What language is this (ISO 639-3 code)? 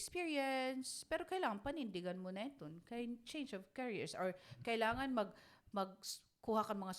war